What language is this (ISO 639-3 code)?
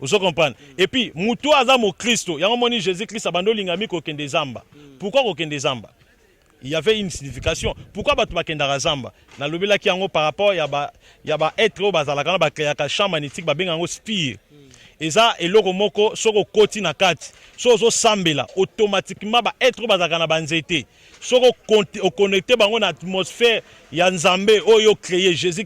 lin